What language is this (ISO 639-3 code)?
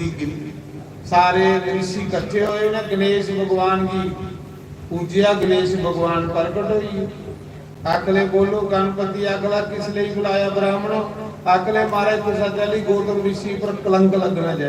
doi